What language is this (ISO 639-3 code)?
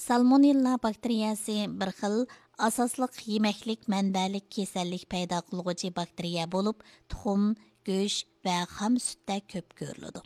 uig